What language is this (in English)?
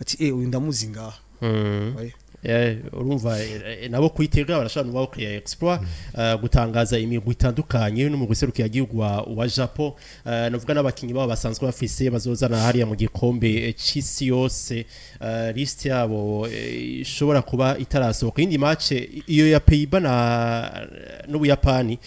Rundi